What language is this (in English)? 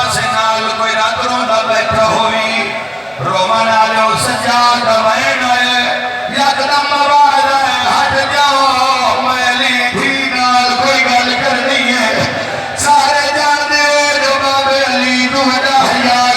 Saraiki